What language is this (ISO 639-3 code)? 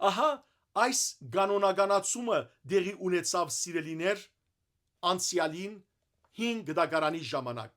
hyw